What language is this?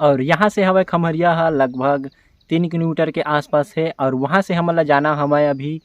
Chhattisgarhi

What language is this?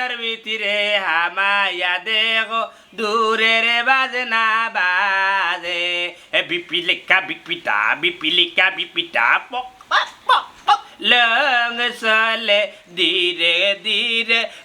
Sylheti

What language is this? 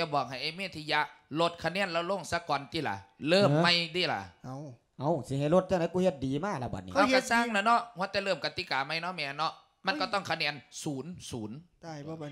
Lao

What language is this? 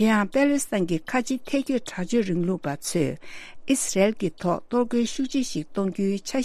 Tibetan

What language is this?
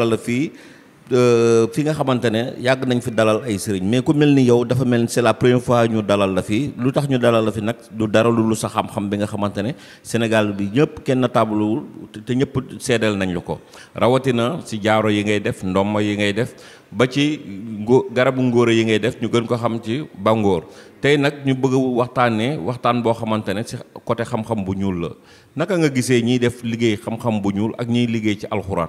Wolof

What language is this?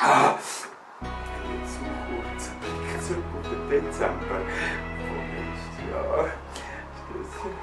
Swiss German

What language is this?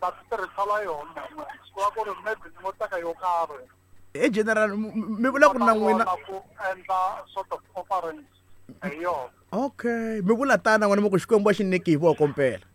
Tsonga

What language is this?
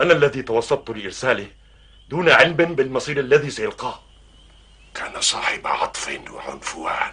North Levantine Arabic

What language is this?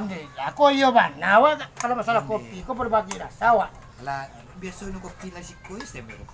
Minangkabau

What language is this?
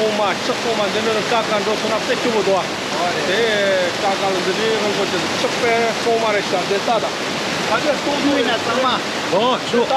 Tibetan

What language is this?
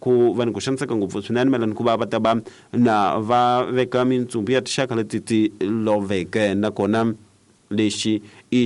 Tsonga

